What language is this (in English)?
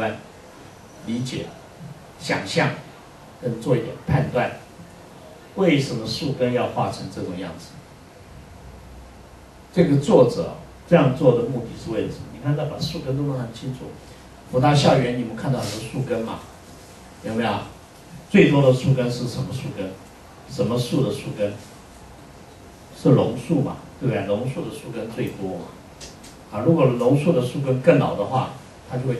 Chinese